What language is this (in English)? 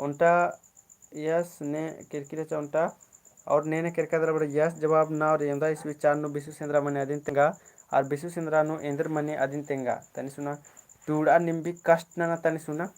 Kurukh